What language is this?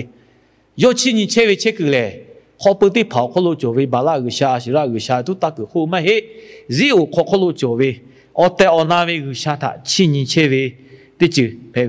Lahu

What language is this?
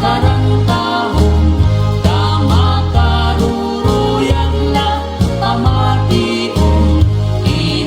Waray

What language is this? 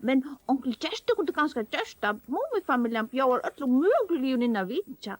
Faroese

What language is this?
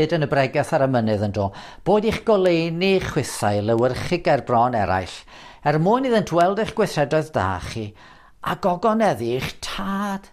Welsh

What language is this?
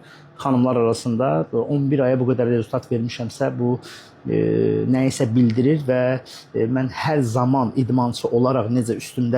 Azerbaijani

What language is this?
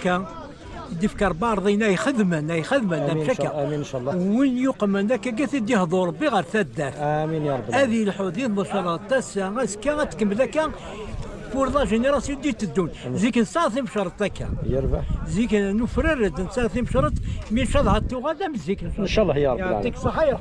Kabyle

